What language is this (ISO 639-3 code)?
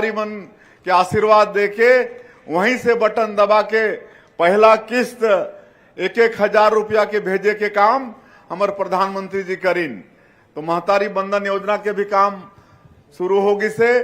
hne